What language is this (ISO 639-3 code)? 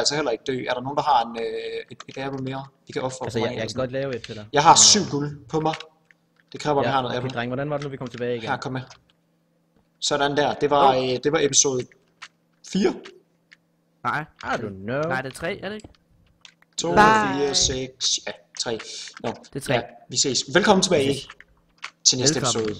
dan